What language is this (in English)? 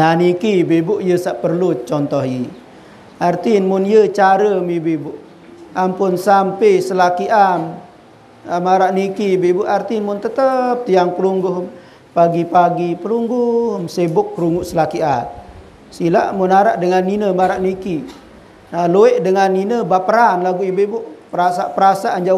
Sasak